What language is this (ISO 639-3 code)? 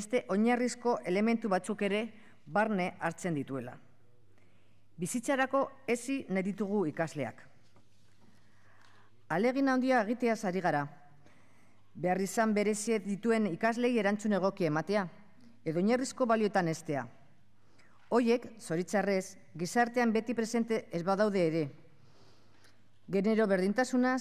eus